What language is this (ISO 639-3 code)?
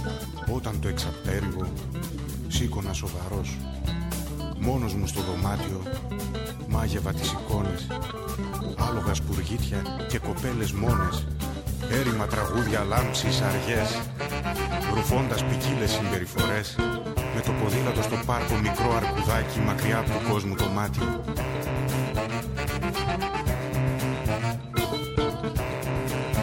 ell